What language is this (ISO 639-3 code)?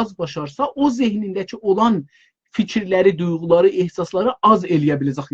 azb